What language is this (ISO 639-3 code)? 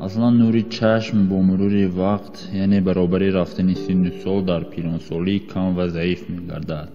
tgk